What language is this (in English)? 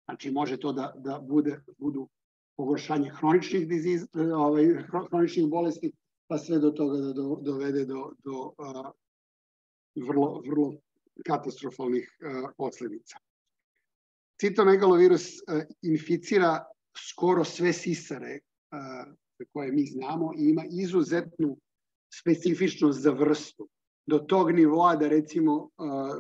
Serbian